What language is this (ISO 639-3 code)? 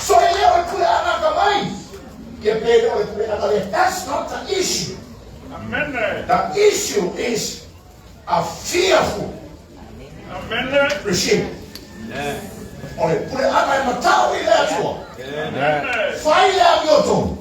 smo